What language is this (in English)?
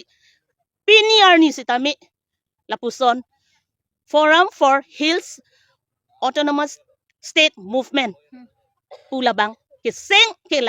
Karbi